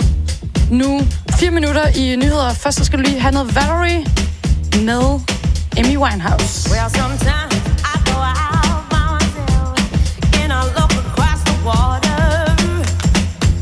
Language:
Danish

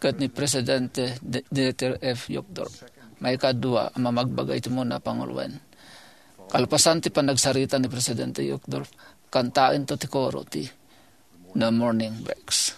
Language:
Iloko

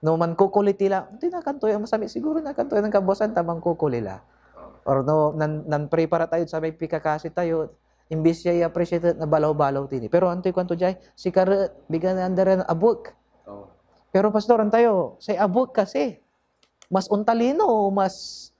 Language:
Pangasinan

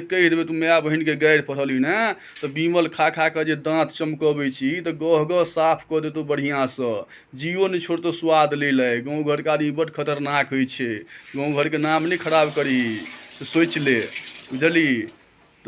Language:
Maithili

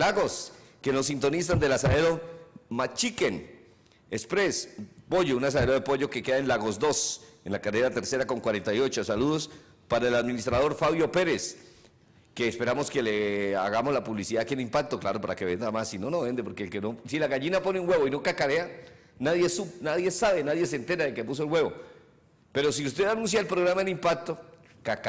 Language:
Spanish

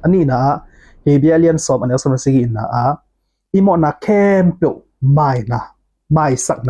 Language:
Tedim Chin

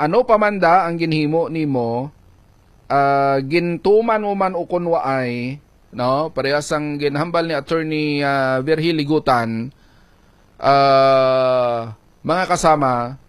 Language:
Hiligaynon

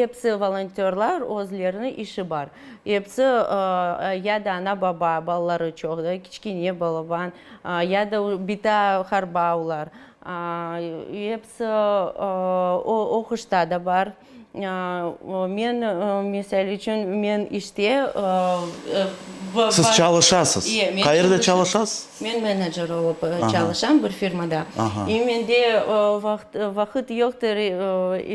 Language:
Crimean Tatar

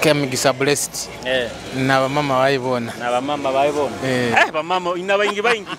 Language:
Nyoro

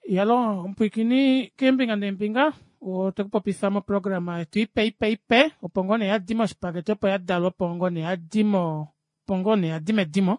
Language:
Kuanyama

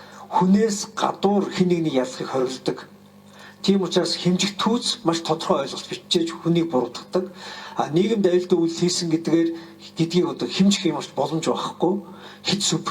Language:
Mongolian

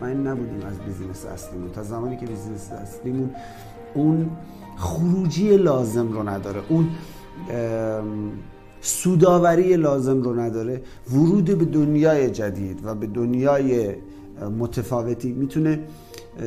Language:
Persian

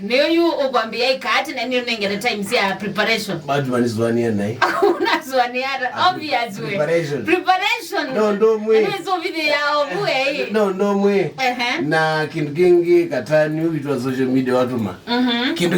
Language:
Kamba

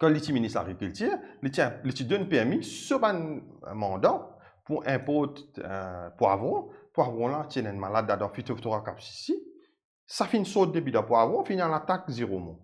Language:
Morisyen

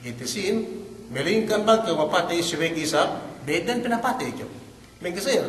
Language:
Yakan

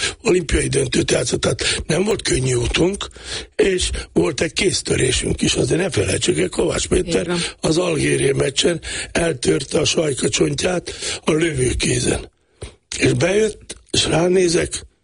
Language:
Hungarian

